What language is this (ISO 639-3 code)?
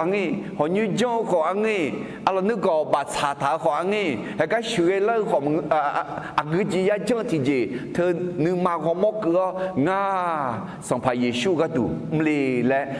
ahk